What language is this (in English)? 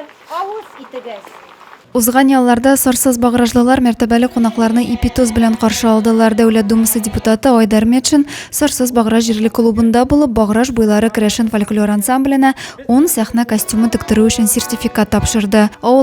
Tatar